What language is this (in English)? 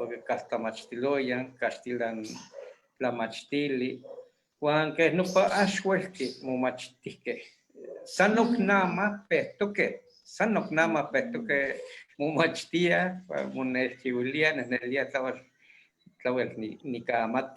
Eastern Huasteca Nahuatl